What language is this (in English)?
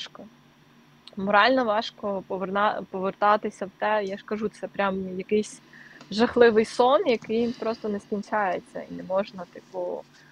Ukrainian